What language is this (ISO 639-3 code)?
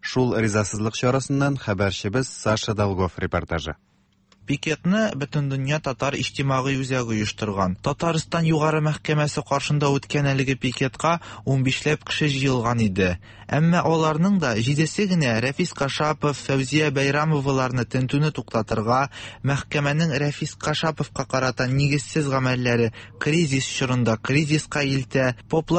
tat